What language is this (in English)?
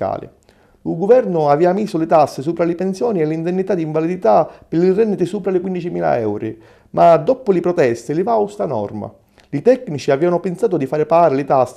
Sicilian